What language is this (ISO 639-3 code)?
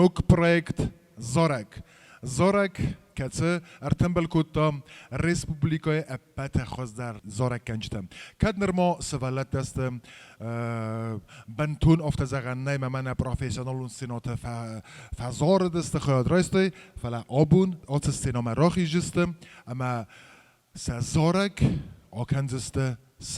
oss